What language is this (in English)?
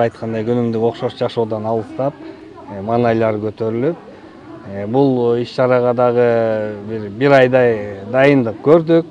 Kyrgyz